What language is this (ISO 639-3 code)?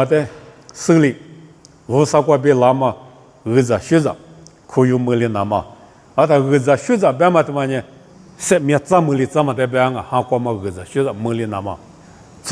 lis